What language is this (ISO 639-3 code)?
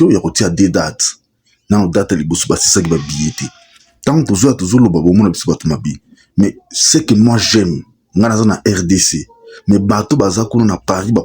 lin